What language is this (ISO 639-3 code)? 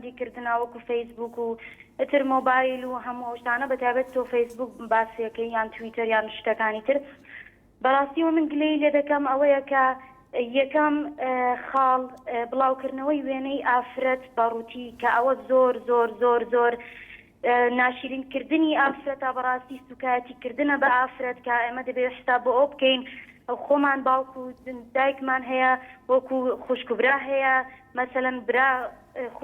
ckb